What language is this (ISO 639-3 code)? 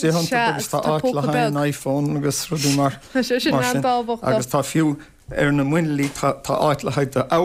gle